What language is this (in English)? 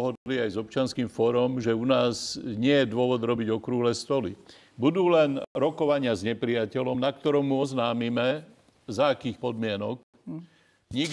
Slovak